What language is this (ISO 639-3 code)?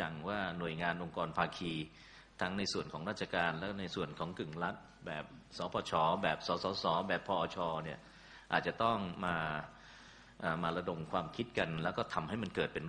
tha